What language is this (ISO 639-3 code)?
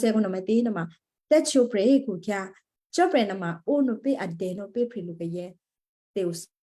kyu